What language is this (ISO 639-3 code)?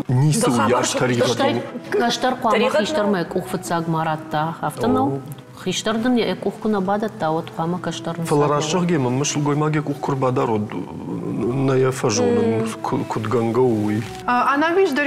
oss